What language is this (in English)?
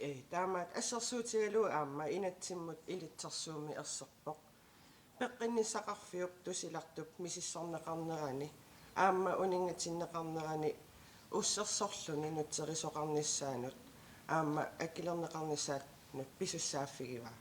Kalaallisut